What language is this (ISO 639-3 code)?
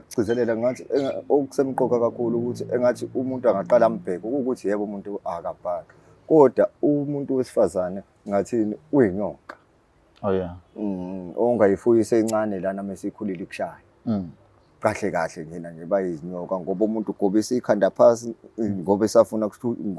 zul